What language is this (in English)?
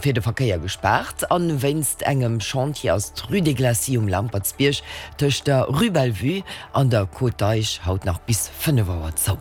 Luxembourgish